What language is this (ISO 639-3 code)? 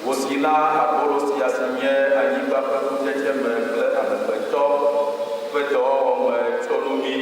ewe